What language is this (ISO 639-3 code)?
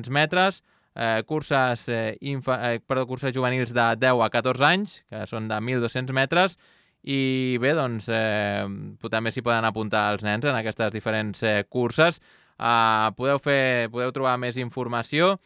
cat